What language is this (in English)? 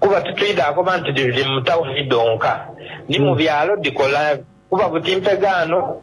Soga